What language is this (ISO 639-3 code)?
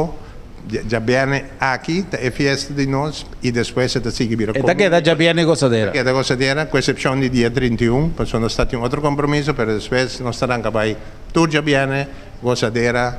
pap